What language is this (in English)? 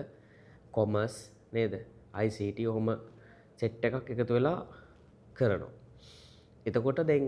Sinhala